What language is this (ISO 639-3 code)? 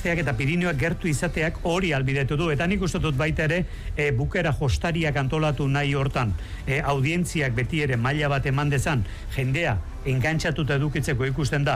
eus